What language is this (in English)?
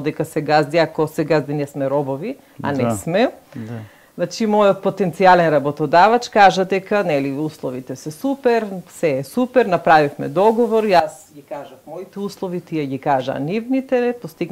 Macedonian